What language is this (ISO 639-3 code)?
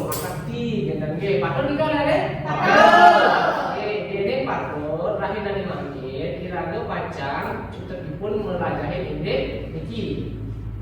ban